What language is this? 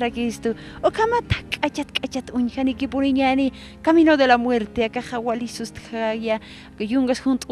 Aymara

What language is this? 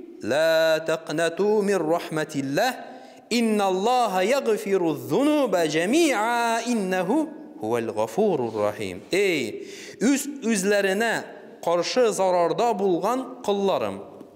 Tatar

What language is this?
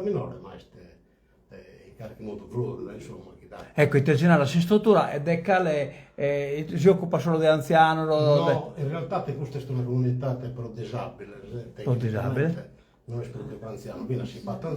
Sardinian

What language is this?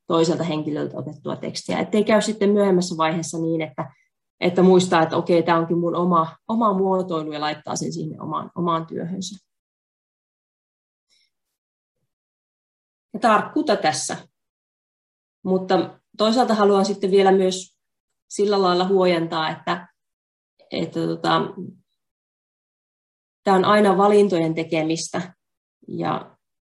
Finnish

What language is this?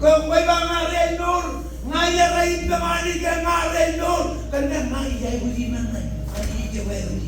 Marshallese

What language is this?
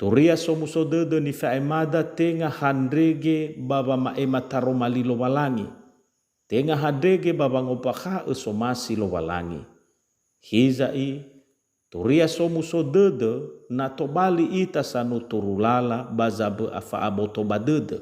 Nias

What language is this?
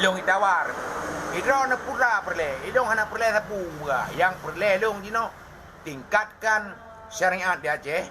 Achinese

